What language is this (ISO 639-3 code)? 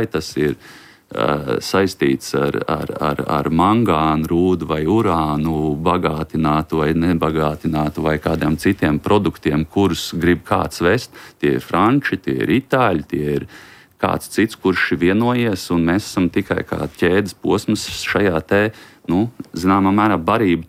lav